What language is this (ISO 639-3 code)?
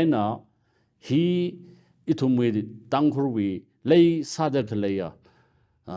nmf